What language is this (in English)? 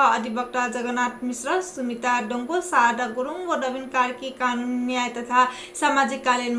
Newari